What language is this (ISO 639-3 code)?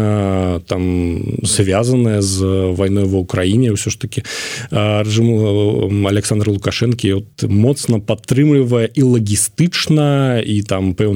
bel